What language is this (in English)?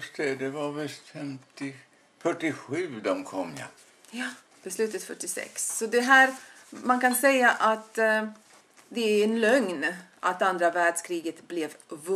Swedish